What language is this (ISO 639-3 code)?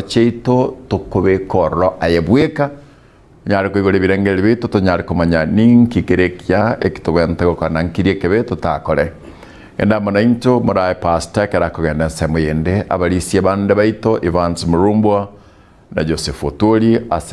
guz